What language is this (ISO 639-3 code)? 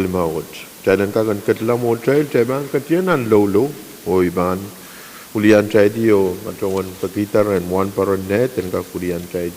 pon